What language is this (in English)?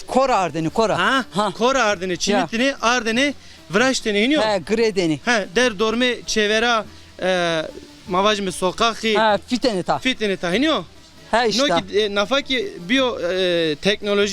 Zaza